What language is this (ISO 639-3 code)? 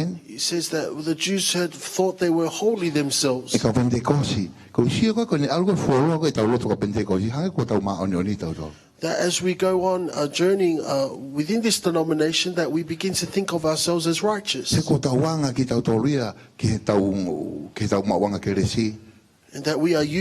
ton